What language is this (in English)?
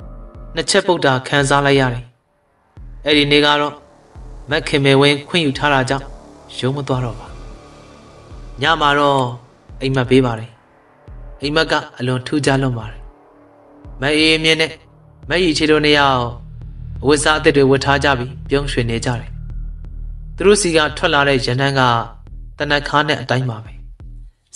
Burmese